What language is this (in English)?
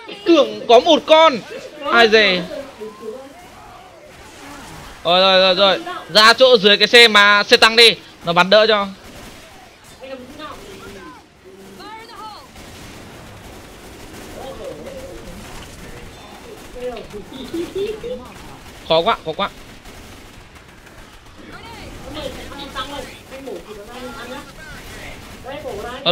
Vietnamese